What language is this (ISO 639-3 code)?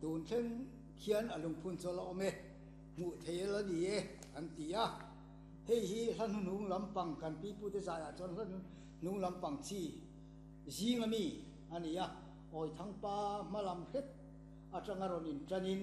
lus